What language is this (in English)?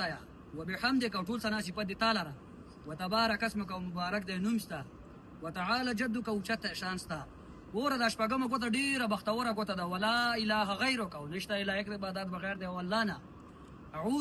Pashto